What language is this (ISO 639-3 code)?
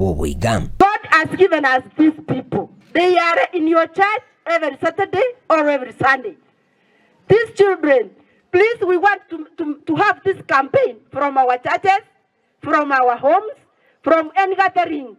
guz